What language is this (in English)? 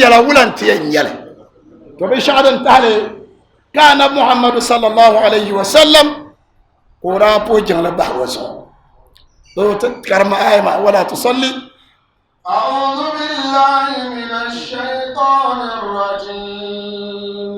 Dagbani